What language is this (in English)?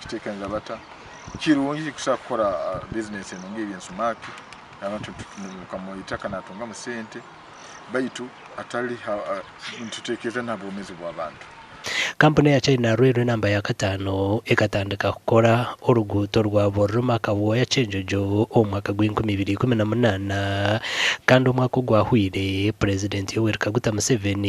Nyankole